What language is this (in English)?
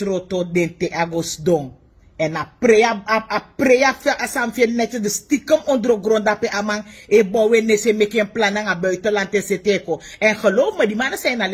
Sranan Tongo